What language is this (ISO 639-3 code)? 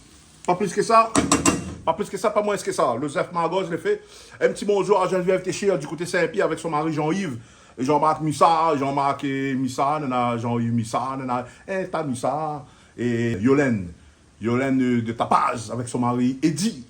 rcf